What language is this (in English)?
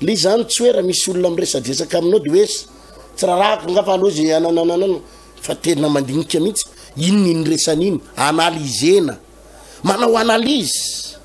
Malagasy